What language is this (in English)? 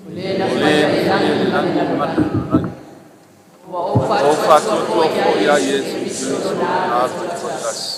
Samoan